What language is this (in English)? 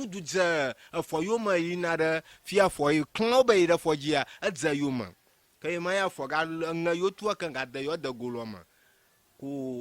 Ewe